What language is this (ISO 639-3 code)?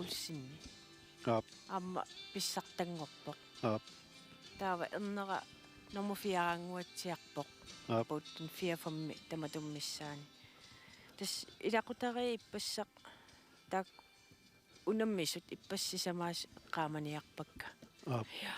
kal